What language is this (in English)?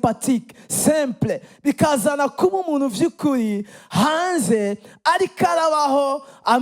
Rundi